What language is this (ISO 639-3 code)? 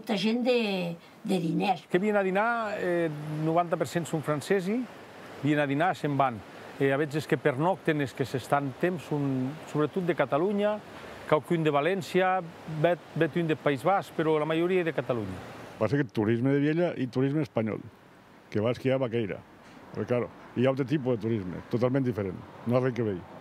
oci